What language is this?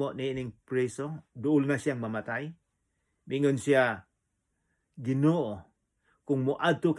Cebuano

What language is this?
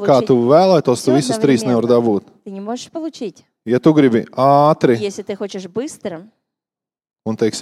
Latvian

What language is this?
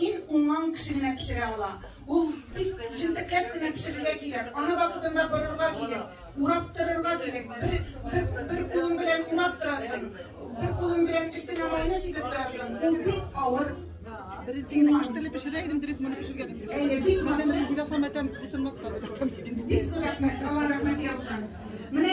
Tatar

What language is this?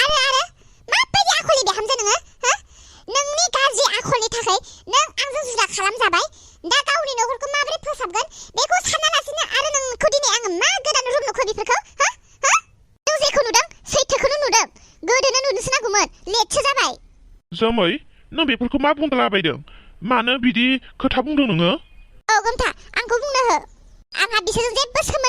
Bodo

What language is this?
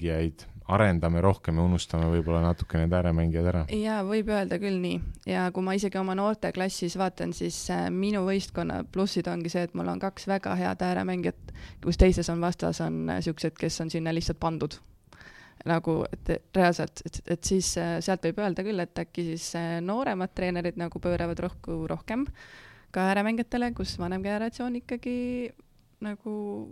Estonian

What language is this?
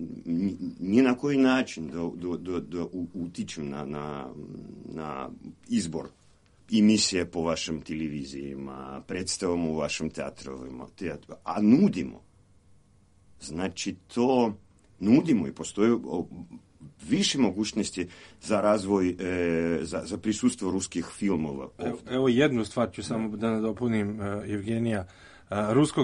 Serbian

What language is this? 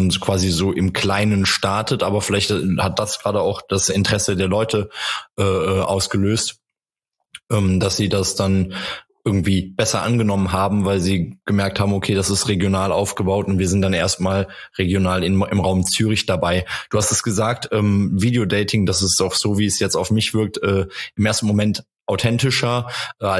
German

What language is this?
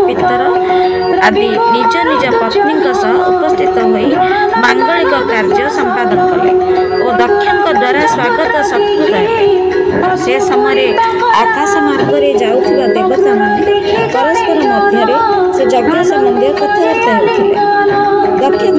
Odia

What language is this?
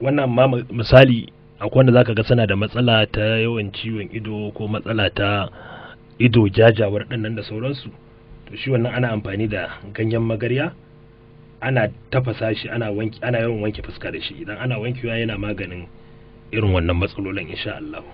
Hausa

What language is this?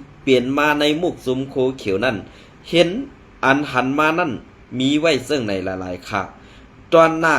Shan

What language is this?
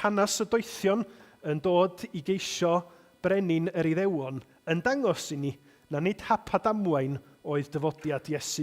Welsh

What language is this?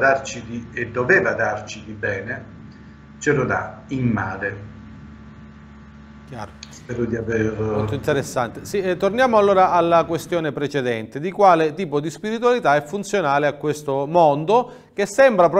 Italian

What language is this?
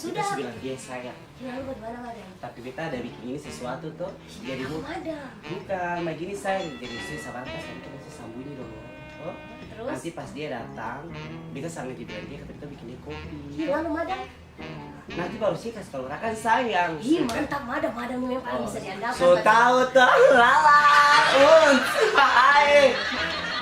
Ambonese Malay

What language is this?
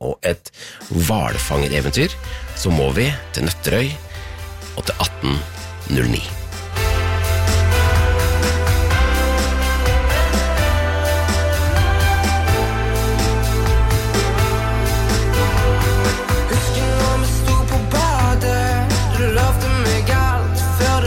Norwegian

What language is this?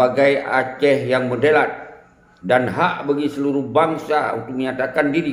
Achinese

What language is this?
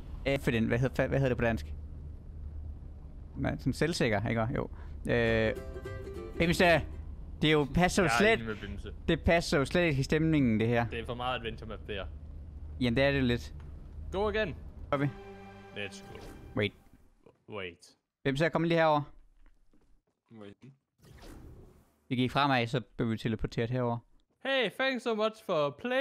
Danish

